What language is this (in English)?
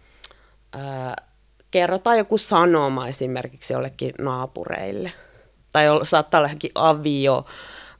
Finnish